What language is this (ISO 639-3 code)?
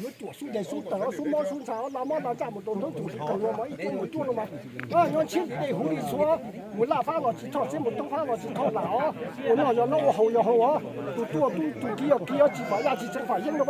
hmn